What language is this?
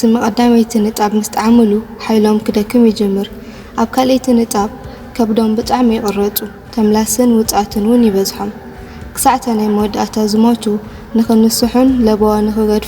Tigrinya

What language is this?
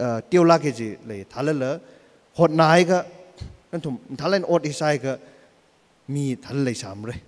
Tangkhul Naga (India)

